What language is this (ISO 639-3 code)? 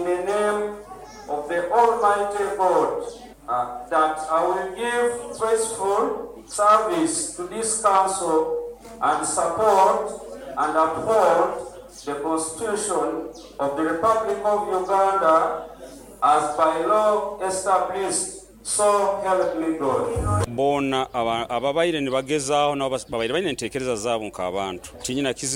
nyo